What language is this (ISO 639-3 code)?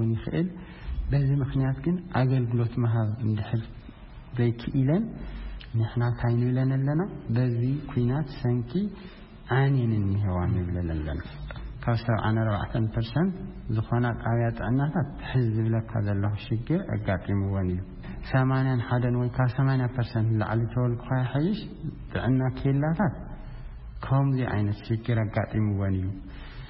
tir